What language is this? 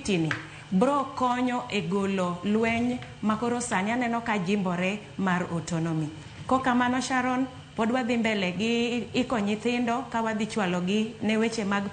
Luo (Kenya and Tanzania)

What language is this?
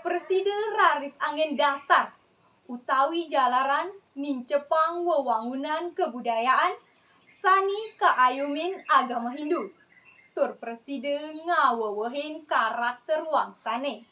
Balinese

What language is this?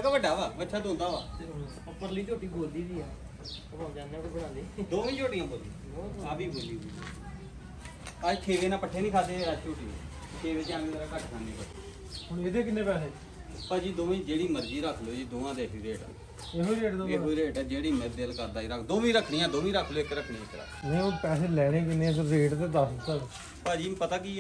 Punjabi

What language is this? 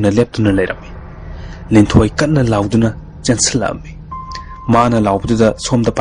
Manipuri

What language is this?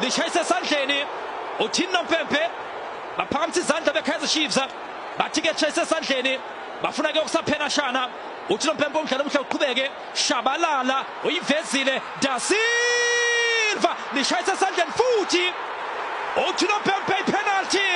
Zulu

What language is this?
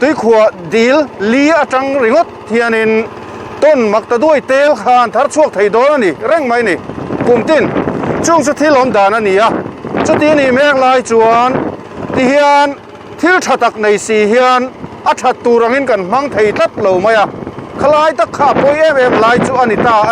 Mizo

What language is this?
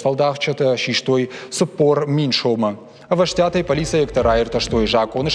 Ossetic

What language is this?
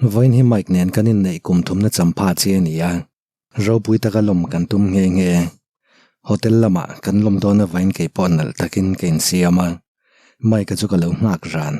Mizo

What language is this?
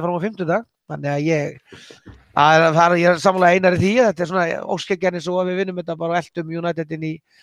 Icelandic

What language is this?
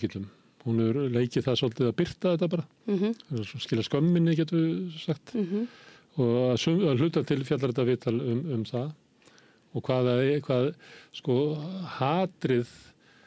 Icelandic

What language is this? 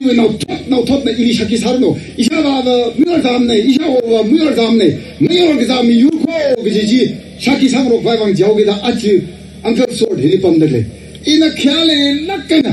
Tangkhul Naga (India)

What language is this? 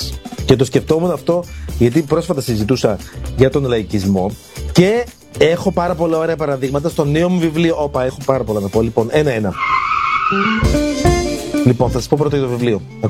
Greek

